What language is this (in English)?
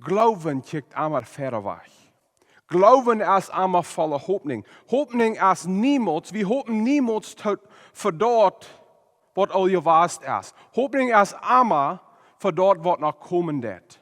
Plautdietsch